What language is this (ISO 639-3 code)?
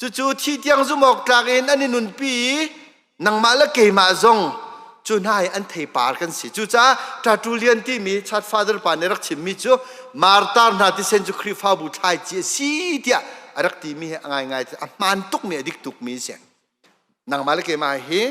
cnh